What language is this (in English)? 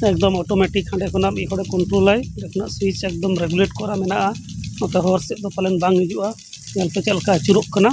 Santali